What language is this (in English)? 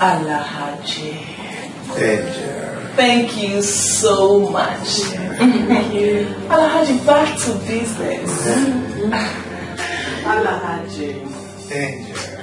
Nigerian Pidgin